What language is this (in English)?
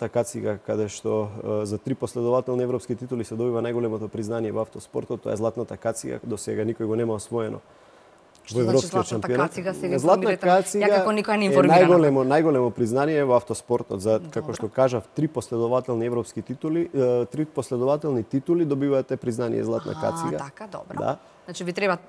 Macedonian